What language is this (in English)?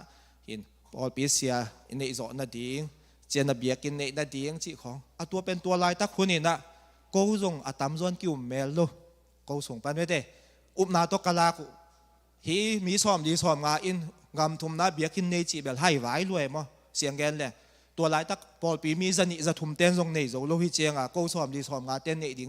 Tedim Chin